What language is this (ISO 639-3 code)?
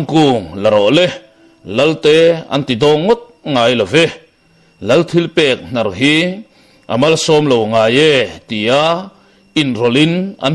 lus